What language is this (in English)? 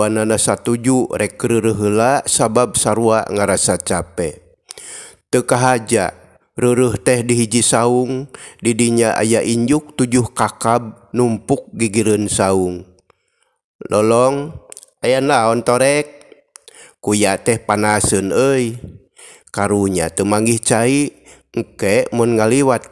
Sundanese